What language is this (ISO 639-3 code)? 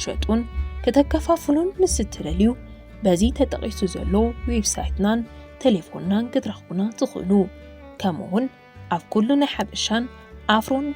tir